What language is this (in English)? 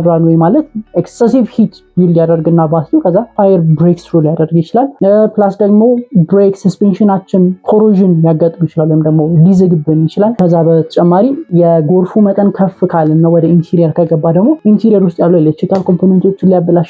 Amharic